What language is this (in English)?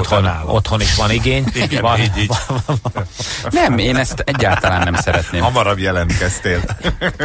Hungarian